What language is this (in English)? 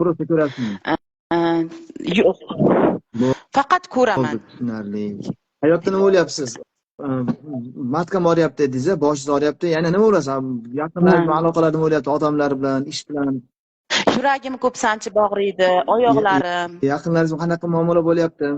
Uzbek